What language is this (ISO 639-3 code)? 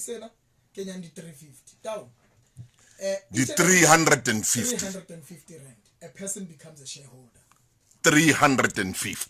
sot